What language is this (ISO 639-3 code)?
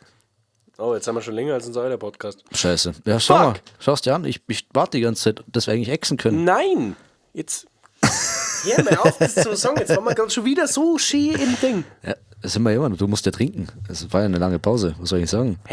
bar